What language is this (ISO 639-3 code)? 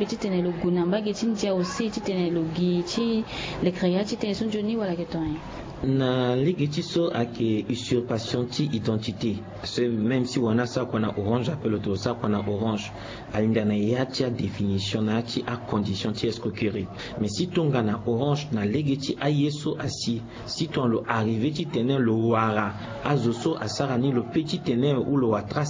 sag